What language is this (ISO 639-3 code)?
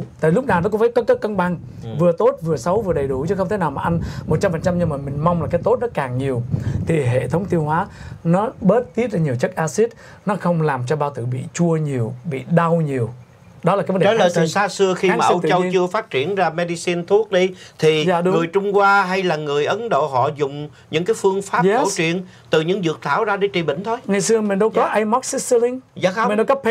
vie